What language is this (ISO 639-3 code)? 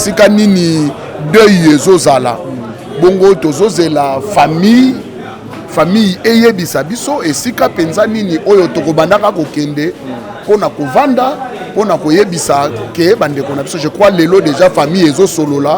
lin